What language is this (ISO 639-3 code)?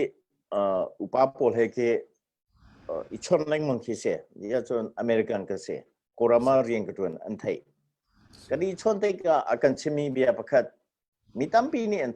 cnh